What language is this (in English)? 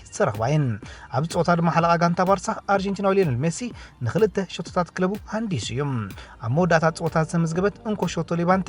Tigrinya